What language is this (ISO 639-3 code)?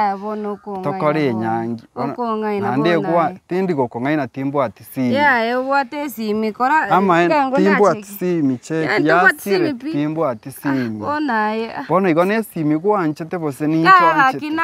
guz